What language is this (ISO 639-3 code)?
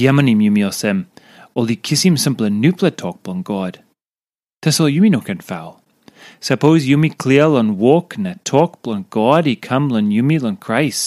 tpi